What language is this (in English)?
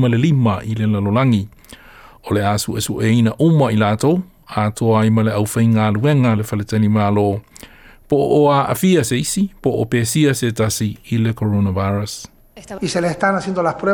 Samoan